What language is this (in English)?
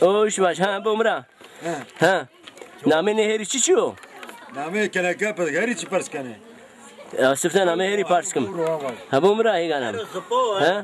Zaza